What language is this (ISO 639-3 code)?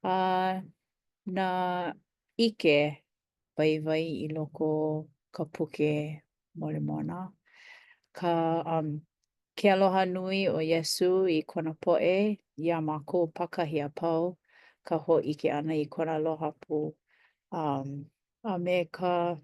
haw